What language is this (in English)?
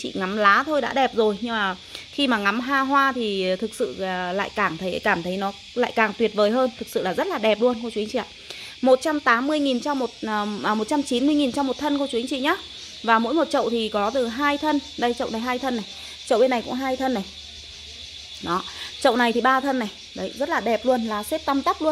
Vietnamese